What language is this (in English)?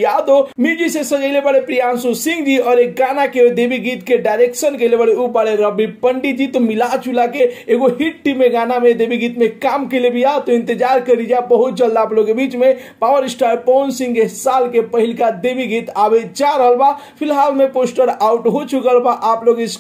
Bhojpuri